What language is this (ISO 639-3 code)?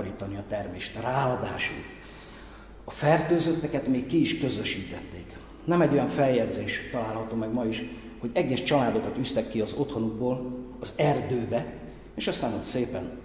hun